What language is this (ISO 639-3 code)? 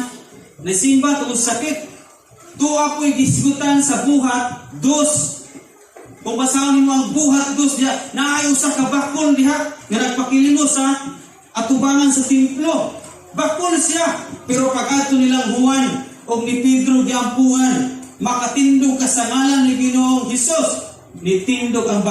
ceb